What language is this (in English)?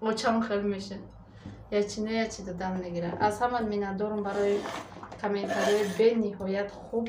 Tajik